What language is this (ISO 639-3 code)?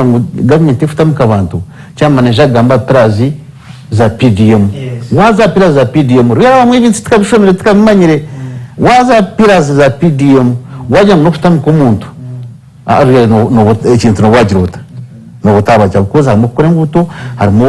nyn